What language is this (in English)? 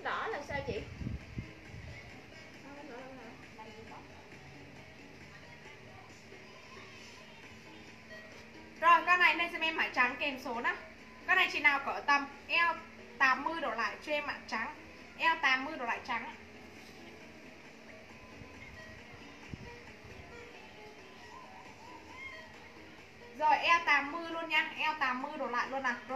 Vietnamese